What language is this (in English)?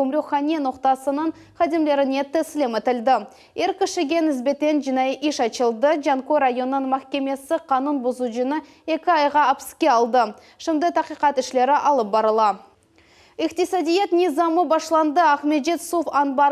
Crimean Tatar